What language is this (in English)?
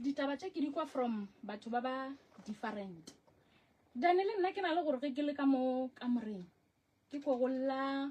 Northern Sotho